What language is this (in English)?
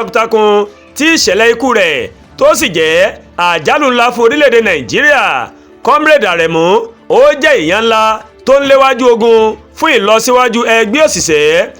Yoruba